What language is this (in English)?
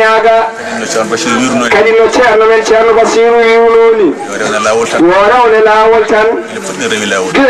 Fula